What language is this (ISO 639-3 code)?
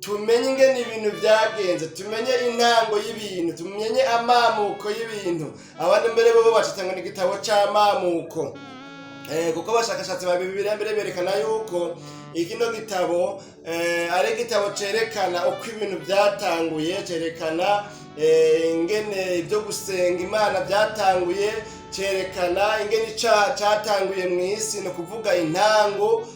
run